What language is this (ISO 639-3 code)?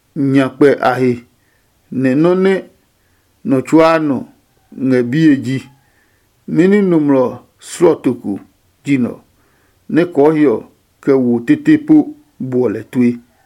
ada